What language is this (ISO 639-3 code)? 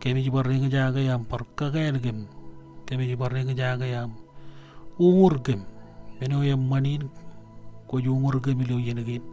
mah